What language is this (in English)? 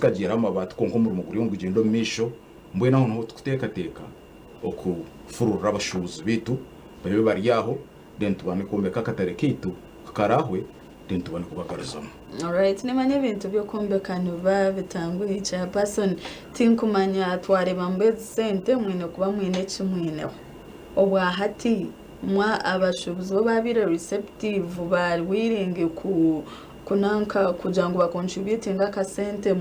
Nyankole